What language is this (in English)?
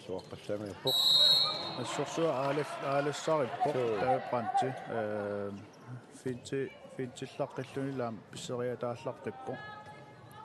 Kalaallisut